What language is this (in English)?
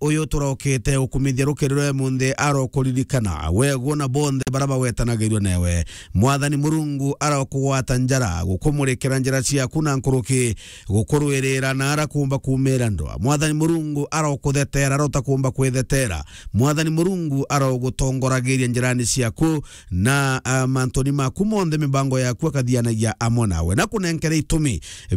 Meru